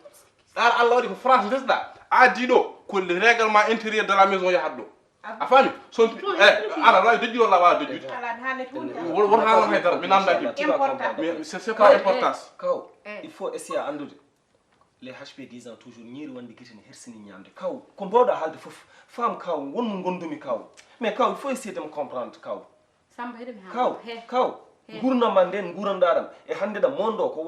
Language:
Fula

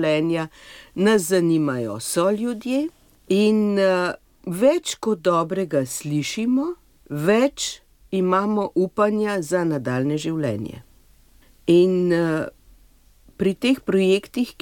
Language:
Slovenian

